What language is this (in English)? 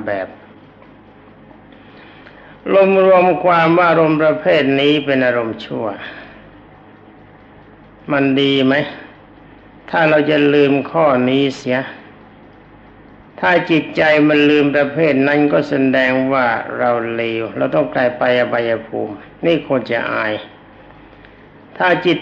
Thai